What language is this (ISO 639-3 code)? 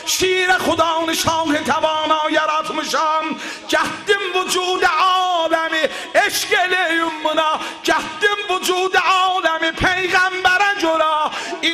azb